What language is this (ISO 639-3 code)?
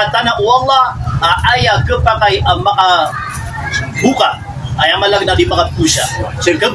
mrw